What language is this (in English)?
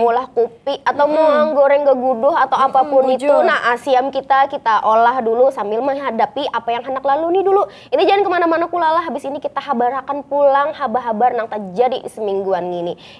Banjar